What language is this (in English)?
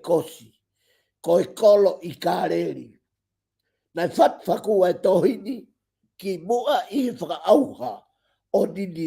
Tongan